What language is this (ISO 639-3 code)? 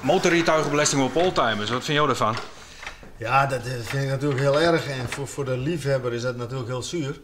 fry